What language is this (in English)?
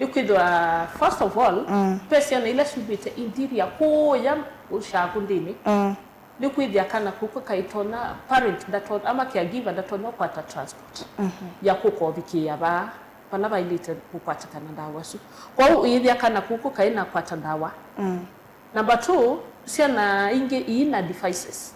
Kamba